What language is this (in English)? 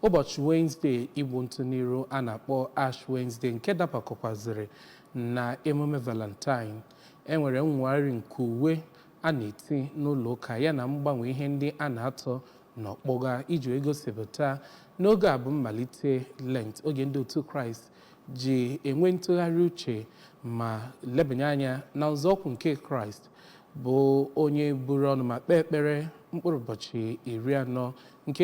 Igbo